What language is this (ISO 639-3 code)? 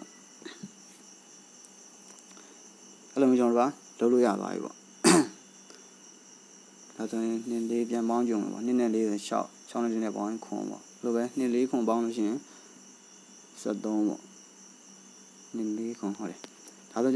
mya